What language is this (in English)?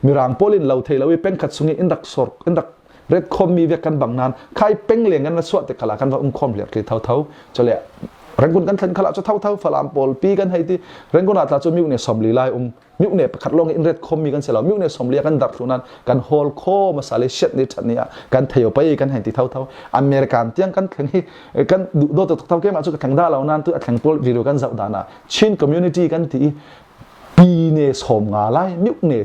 Falam Chin